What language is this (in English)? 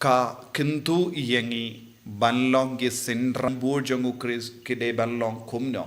Khasi